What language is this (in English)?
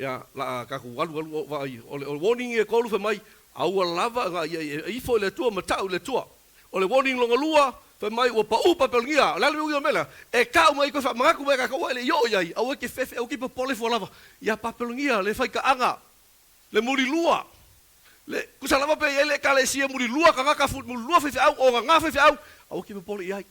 Samoan